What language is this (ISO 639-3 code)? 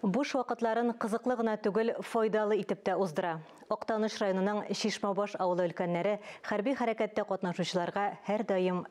tat